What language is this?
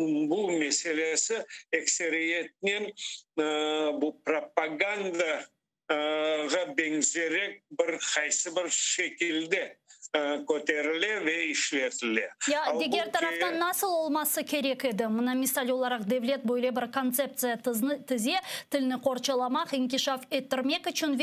Crimean Tatar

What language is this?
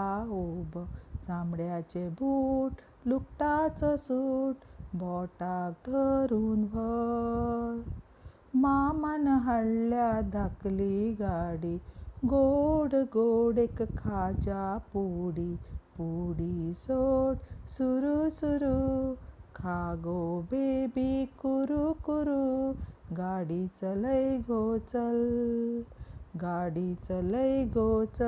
Konkani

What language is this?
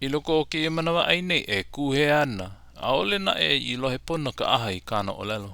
Hawaiian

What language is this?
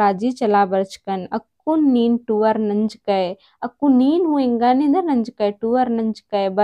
Kurukh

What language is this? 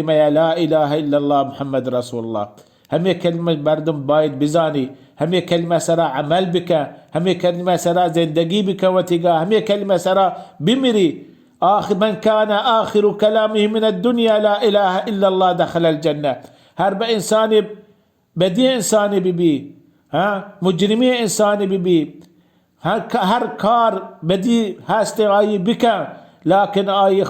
Baluchi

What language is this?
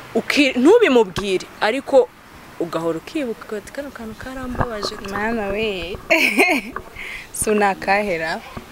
Kinyarwanda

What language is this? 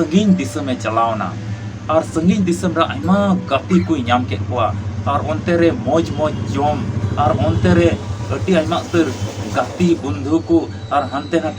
Santali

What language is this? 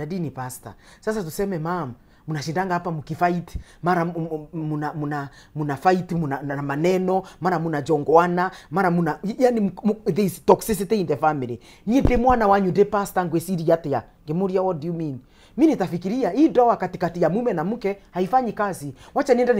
Kikuyu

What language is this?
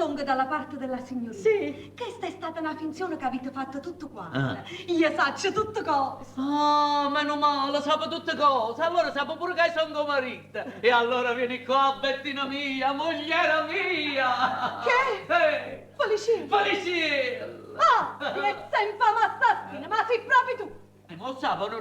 Neapolitan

